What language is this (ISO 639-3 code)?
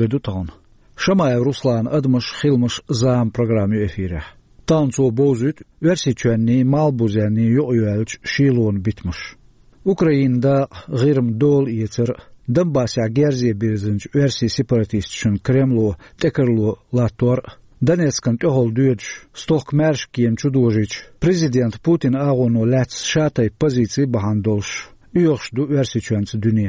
che